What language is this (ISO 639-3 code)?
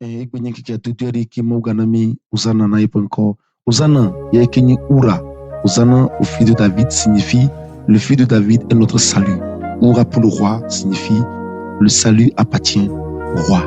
ewe